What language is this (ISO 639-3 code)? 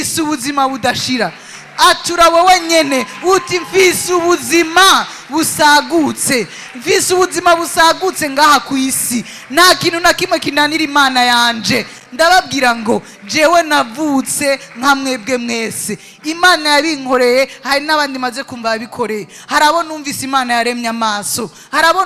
run